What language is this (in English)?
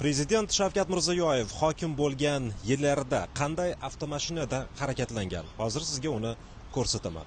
Uzbek